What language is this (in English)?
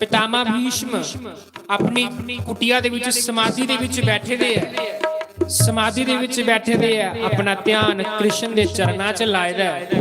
Dogri